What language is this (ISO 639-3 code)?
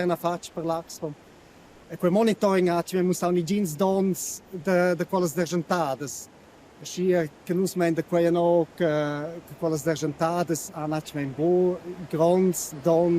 roh